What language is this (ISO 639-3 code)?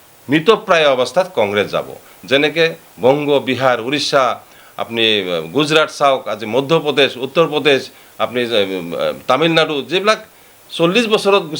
asm